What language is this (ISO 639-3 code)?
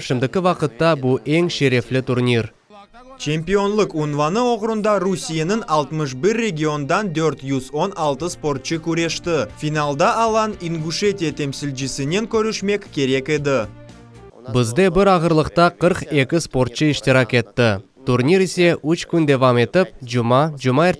crh